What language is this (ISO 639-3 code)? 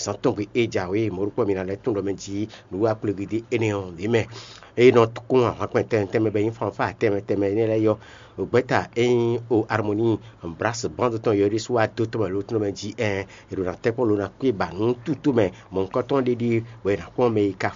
fon